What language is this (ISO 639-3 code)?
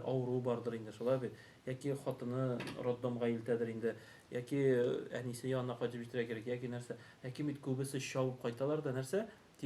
tat